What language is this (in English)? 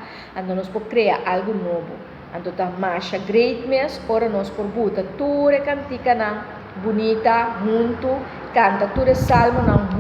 Papiamento